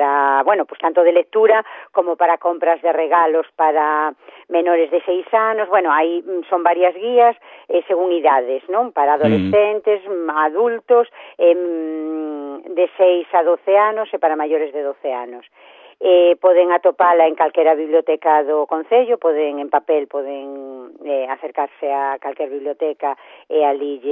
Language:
Galician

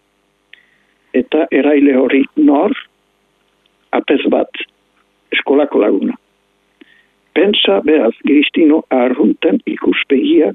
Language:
Basque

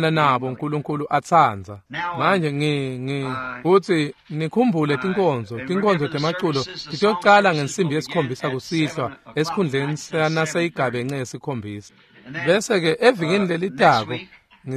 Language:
Swati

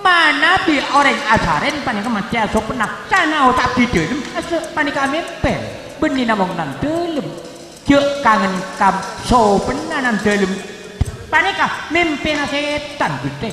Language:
Madurese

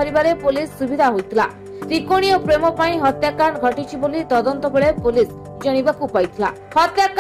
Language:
Odia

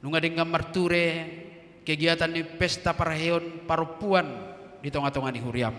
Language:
Batak Toba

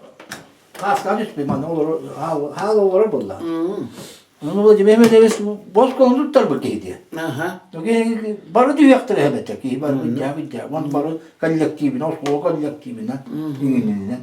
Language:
Yakut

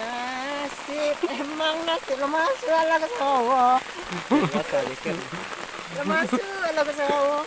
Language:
Minangkabau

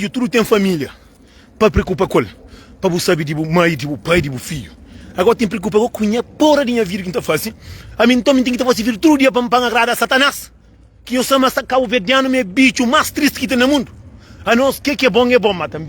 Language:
Kabuverdianu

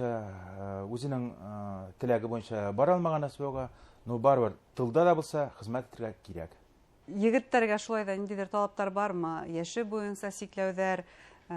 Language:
Bashkir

